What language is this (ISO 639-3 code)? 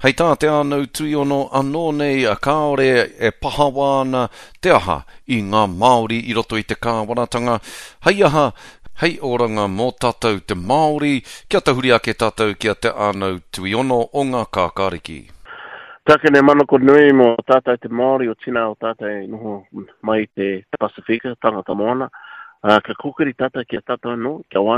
mri